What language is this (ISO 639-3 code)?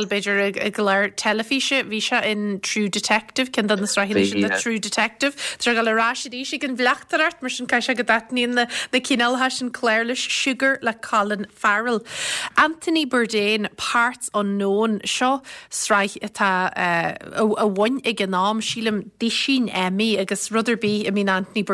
gle